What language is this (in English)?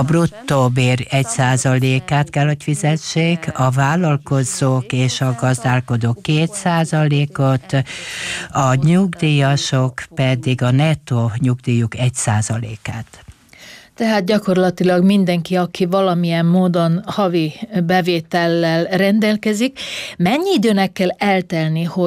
Hungarian